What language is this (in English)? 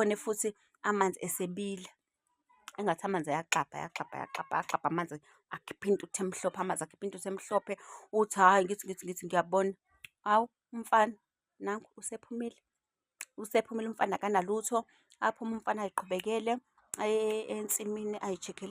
Zulu